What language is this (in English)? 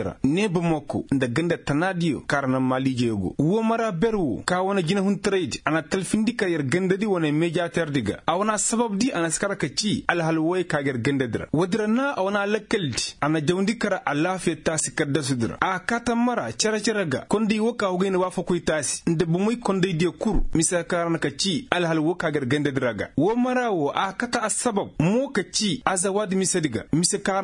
Koyraboro Senni